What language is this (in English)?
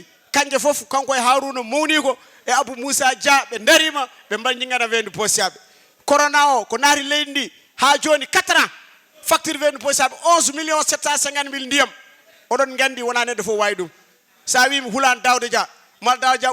Fula